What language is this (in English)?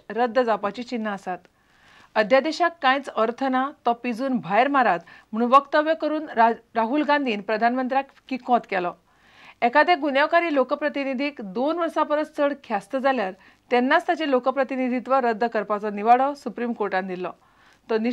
Konkani